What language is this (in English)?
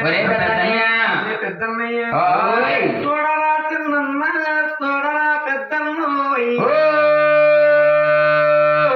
Telugu